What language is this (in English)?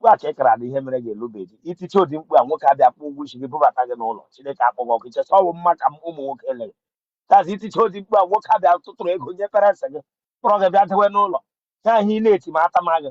Igbo